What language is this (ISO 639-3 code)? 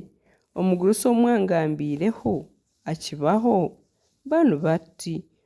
nyn